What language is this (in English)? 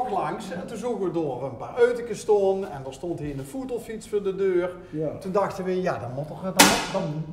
Limburgish